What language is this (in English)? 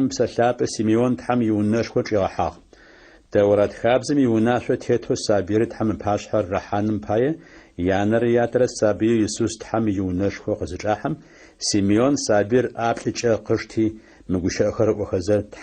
Adyghe